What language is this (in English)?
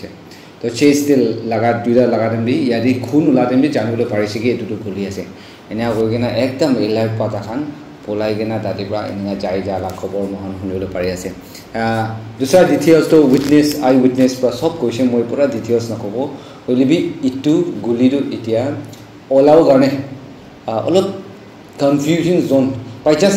Naga Pidgin